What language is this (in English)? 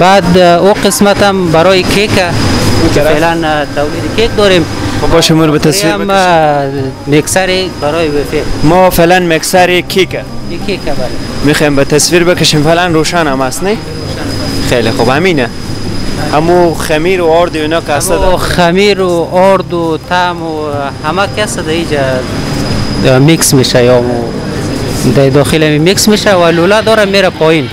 Persian